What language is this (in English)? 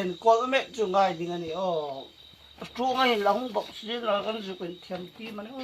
Hmar